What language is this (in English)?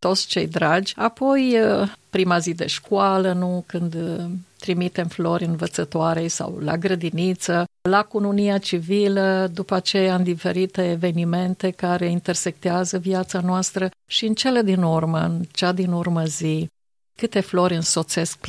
Romanian